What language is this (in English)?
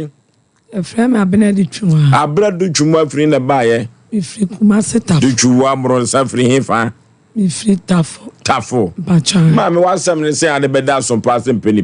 Akan